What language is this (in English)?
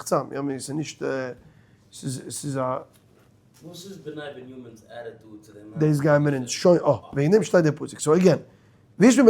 Yiddish